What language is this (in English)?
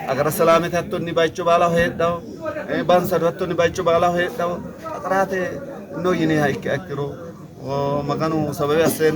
Sidamo